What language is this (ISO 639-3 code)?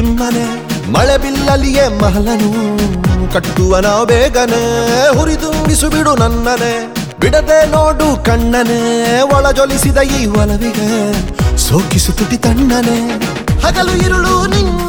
kan